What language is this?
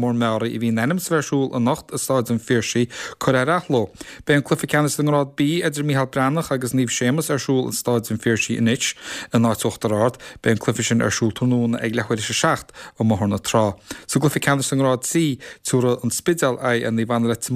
Irish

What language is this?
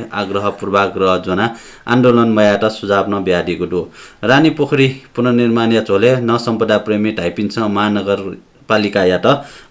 Newari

